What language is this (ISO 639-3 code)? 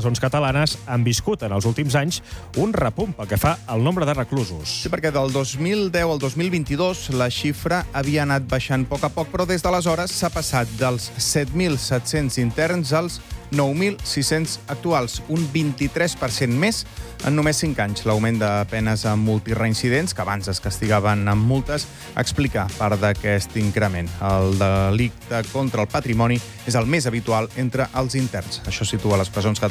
cat